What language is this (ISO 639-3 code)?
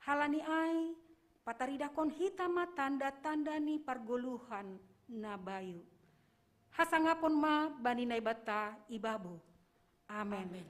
bts